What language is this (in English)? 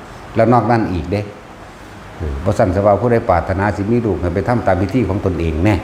Northeastern Thai